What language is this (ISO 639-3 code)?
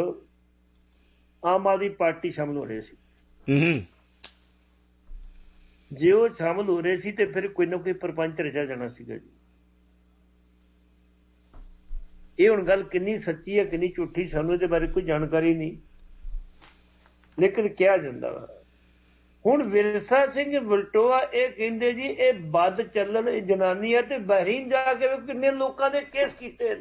pan